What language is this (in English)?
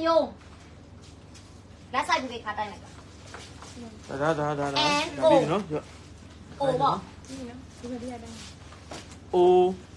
Burmese